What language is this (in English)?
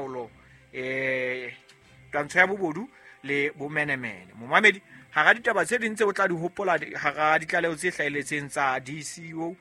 Southern Sotho